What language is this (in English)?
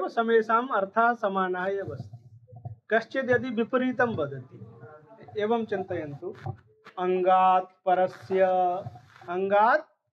Sanskrit